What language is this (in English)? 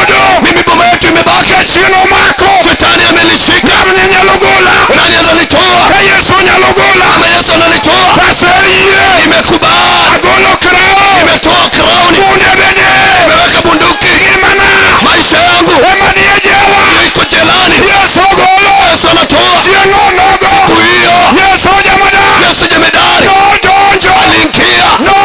Luo (Kenya and Tanzania)